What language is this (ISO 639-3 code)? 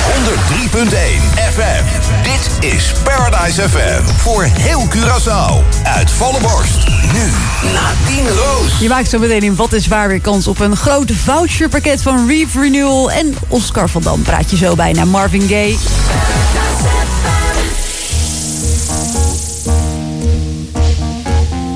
nld